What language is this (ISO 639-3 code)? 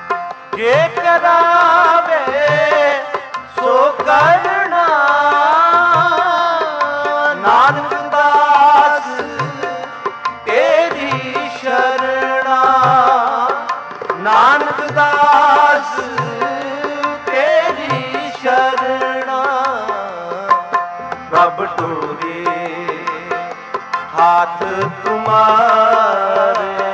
pan